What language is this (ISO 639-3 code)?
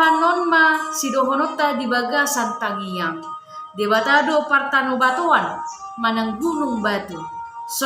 bbc